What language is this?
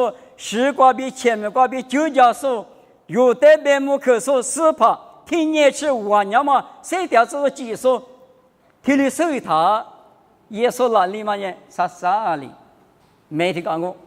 Lisu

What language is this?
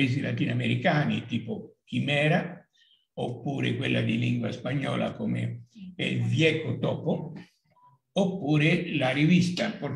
Italian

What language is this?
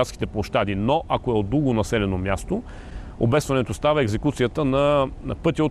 Bulgarian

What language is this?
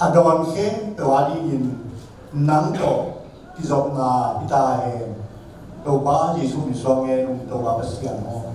Tedim Chin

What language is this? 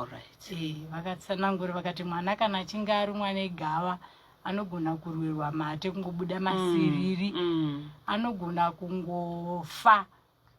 Shona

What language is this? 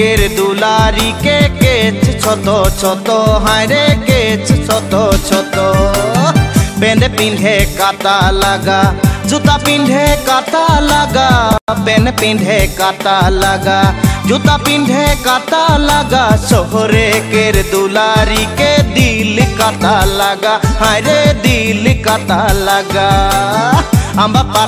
Bangla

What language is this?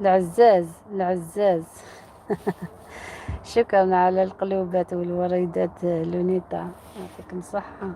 Algerian Arabic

